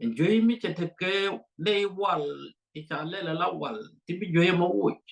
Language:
Nuer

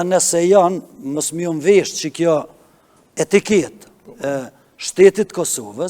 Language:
Albanian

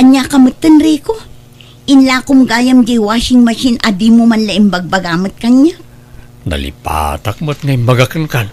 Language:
Iloko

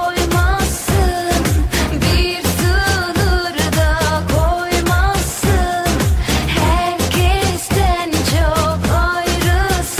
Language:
Turkish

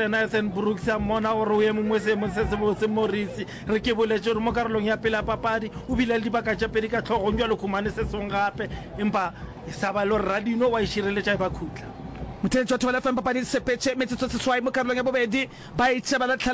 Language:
Northern Sotho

